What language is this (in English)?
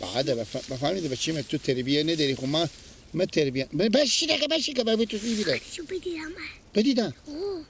Persian